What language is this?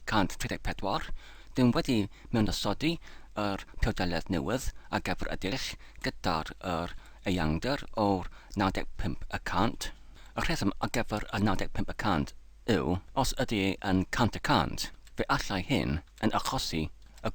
Welsh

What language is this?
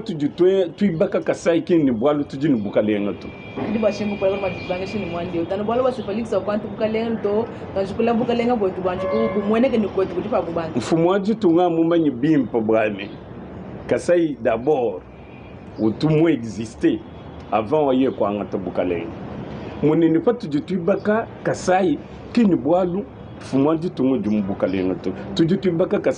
Luba-Lulua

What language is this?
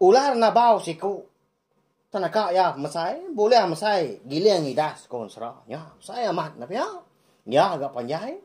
Iban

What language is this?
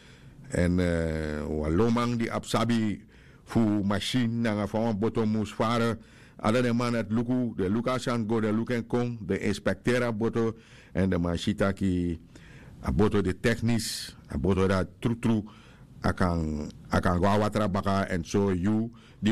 Sranan Tongo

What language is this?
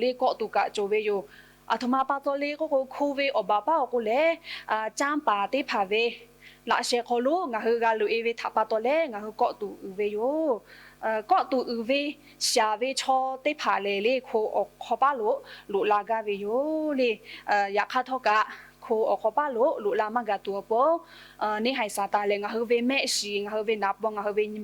Lahu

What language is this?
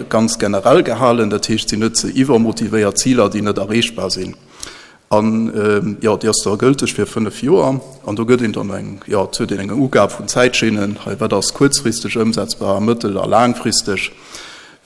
Luxembourgish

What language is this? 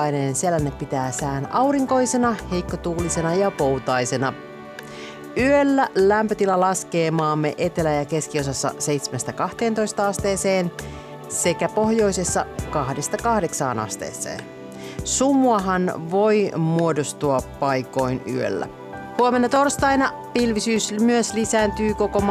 Finnish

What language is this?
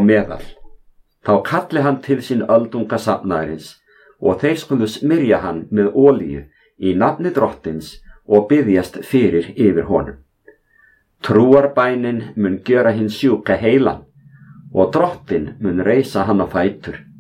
Icelandic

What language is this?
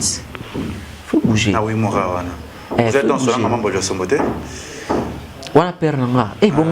Lingala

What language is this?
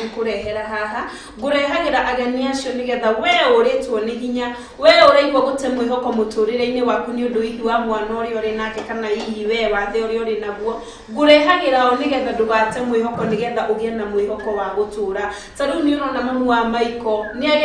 Kikuyu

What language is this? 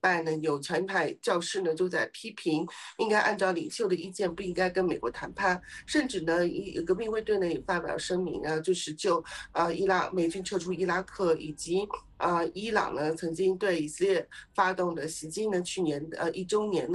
Chinese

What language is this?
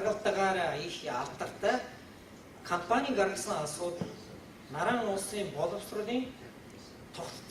Mongolian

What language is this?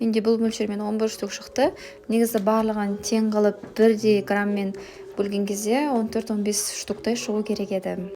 Kazakh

